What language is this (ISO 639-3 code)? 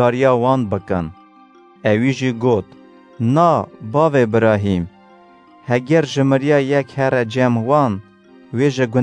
kur